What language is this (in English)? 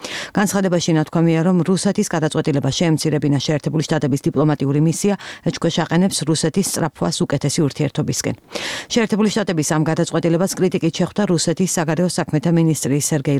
Georgian